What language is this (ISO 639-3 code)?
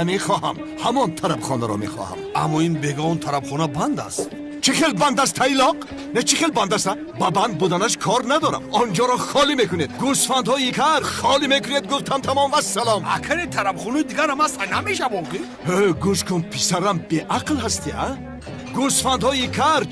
tgk